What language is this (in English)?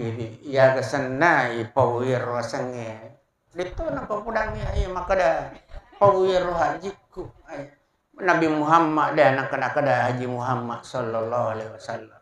Buginese